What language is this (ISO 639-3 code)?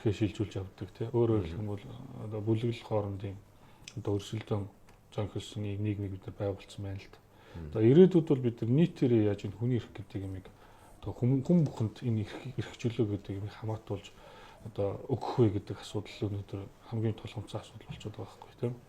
mon